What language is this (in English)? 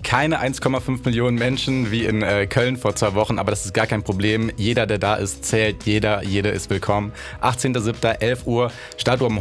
German